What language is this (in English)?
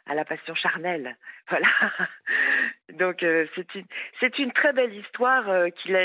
French